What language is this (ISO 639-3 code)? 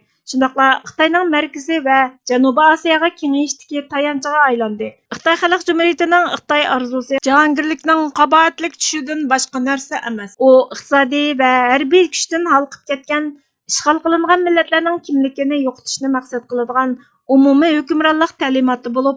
uig